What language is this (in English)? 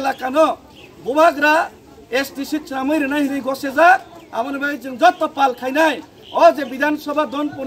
Kok Borok